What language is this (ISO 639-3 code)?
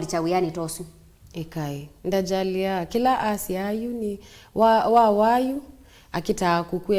kam